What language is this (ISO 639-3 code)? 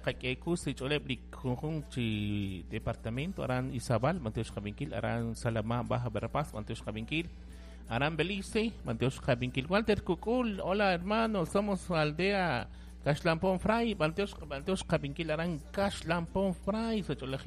kek